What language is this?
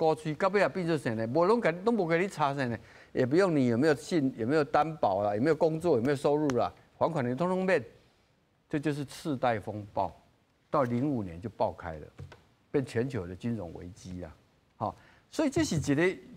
Min Nan Chinese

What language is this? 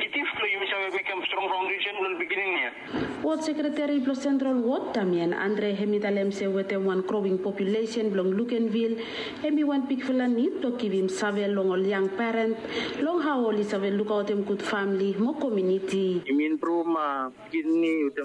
Bislama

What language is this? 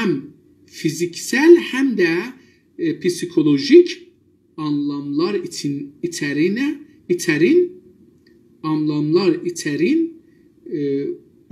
South Azerbaijani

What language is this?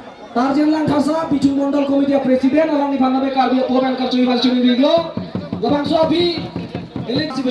Karbi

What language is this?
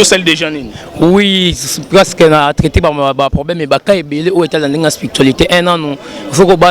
Lingala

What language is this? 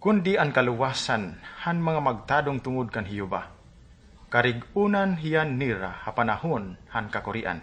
Waray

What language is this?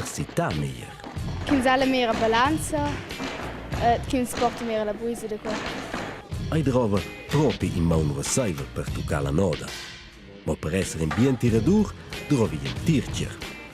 Romansh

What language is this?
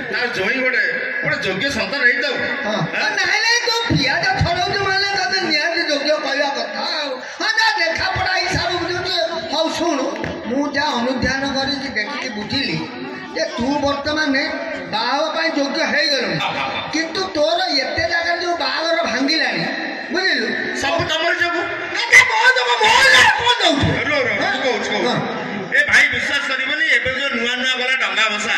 Odia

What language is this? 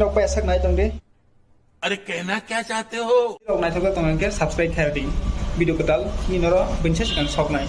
Kok Borok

